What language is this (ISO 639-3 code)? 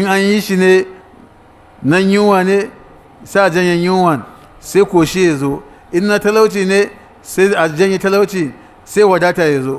hau